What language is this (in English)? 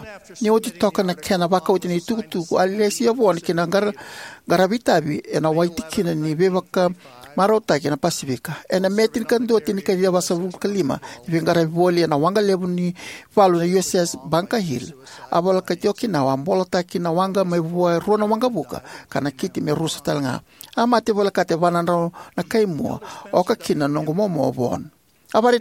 Fijian